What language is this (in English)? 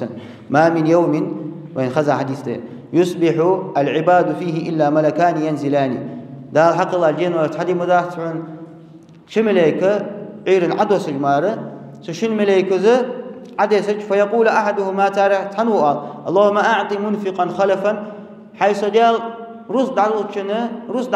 Ingush